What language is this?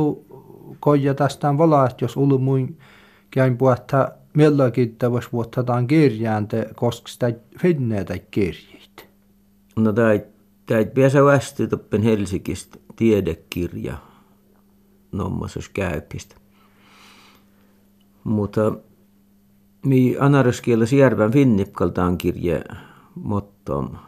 Finnish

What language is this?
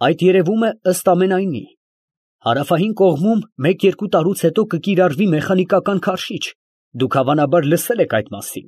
Armenian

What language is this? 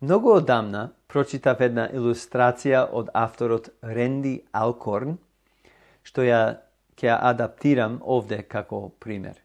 Macedonian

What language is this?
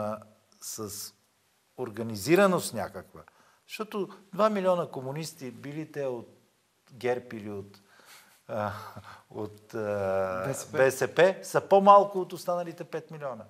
Bulgarian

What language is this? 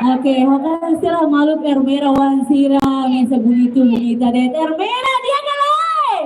Tetum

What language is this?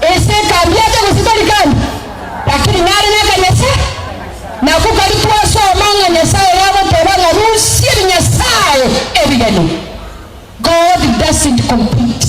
Gusii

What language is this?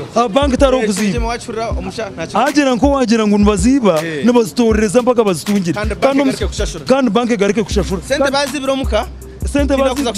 Nyankole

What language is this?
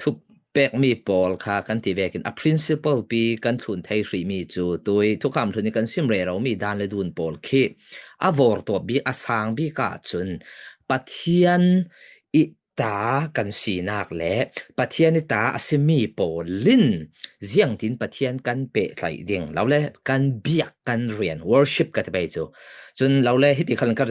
Falam Chin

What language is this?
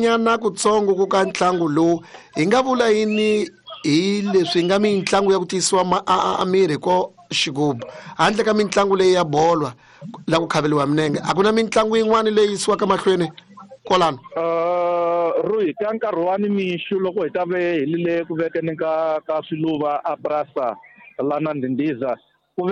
Tsonga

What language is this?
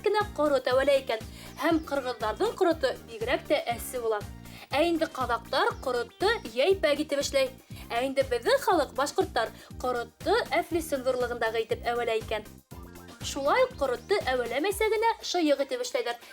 Bashkir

